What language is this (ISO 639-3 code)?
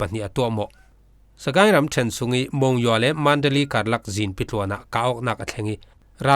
cfm